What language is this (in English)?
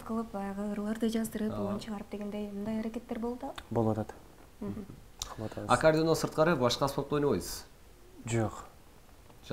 Kyrgyz